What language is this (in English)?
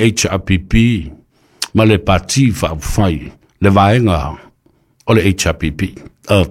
Samoan